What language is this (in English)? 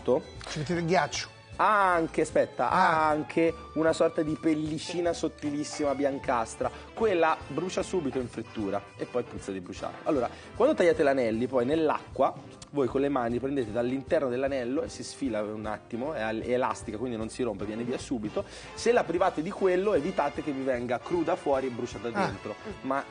Italian